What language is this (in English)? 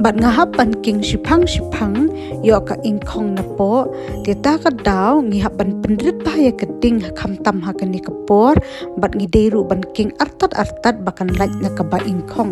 Khasi